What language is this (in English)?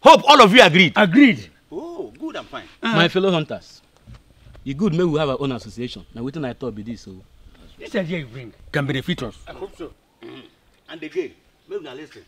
Nigerian Pidgin